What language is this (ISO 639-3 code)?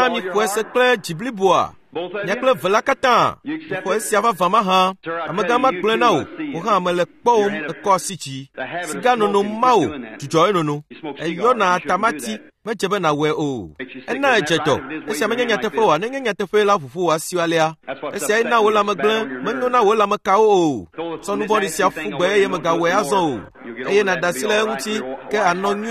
ewe